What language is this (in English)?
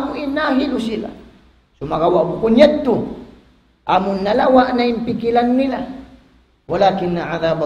Tausug